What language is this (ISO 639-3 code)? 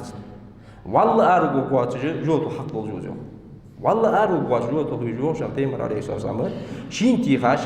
inh